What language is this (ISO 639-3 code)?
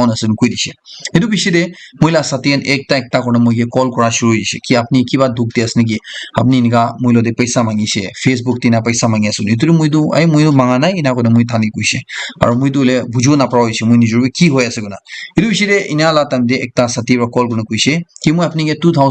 nag